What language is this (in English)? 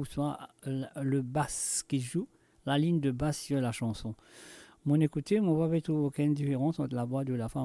Morisyen